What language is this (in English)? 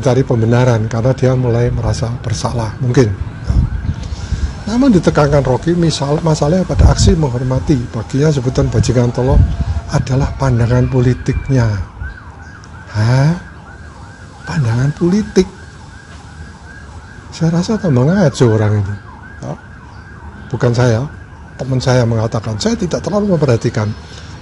Indonesian